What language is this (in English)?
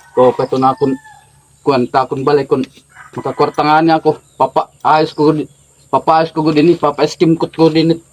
Waray